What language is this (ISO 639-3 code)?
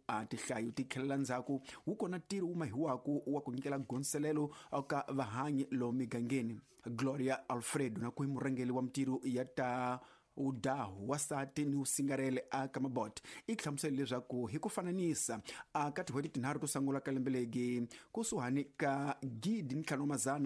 tso